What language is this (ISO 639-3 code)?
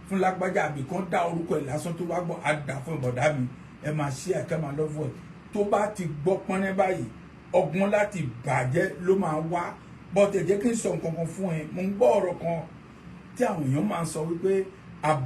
yor